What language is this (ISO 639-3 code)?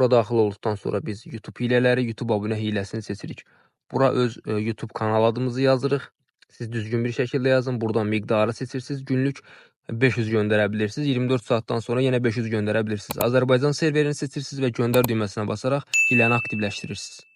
aze